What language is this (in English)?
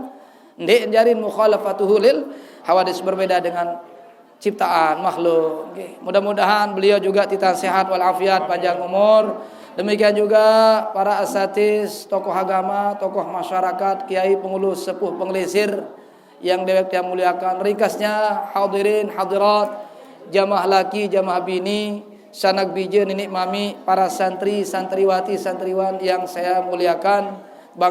Sasak